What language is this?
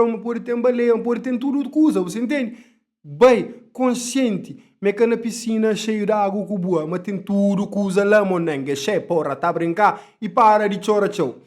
Kabuverdianu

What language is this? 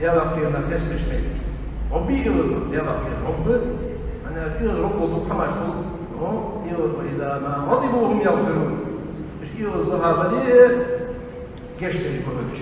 Ingush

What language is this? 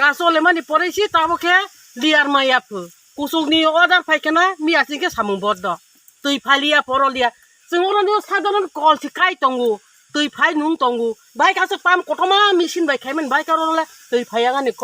Kok Borok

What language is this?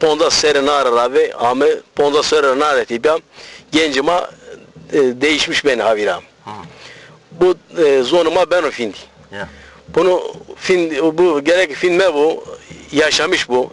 Zaza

